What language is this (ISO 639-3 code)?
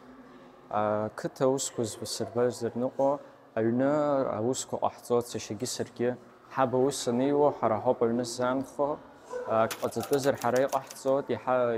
abk